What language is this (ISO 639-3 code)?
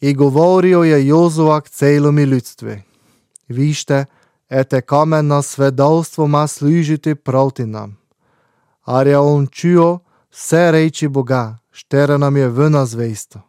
slv